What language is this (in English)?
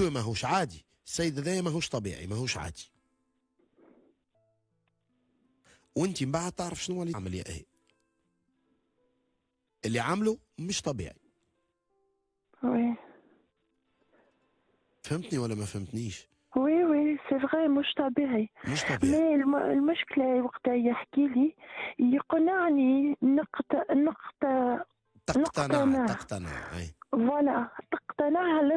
Tunisian Arabic